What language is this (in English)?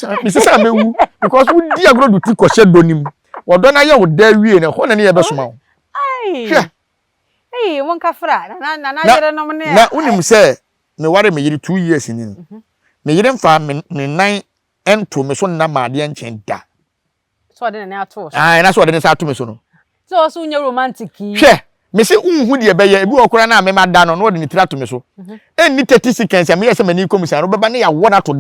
Akan